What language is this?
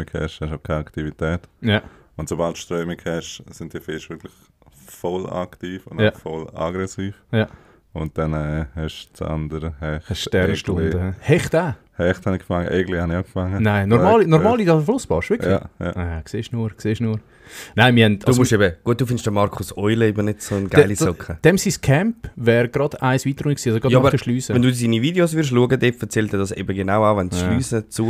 Swiss German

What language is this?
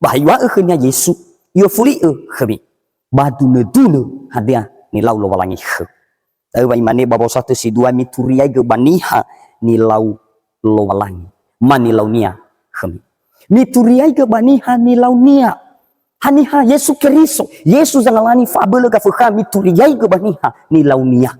Nias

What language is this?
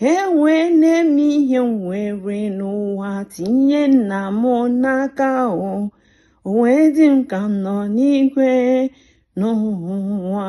Igbo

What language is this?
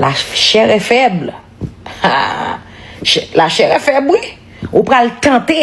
Haitian Creole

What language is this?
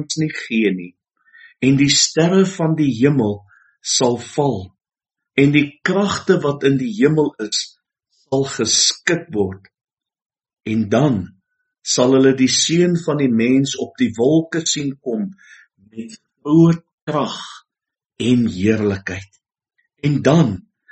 Afrikaans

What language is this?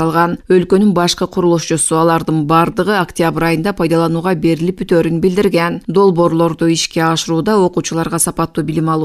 Kyrgyz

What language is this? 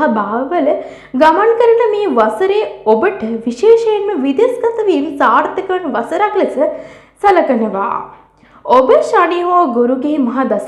Sinhala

